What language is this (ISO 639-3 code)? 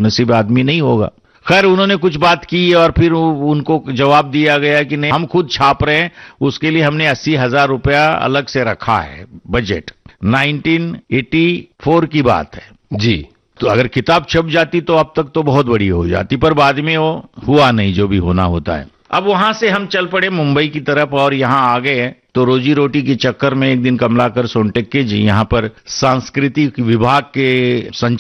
hin